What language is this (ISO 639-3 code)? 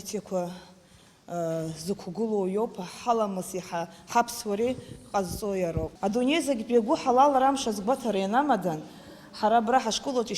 abk